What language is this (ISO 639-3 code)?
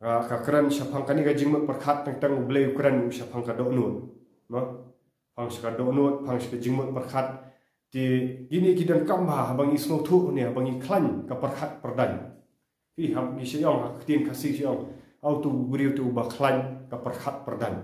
kha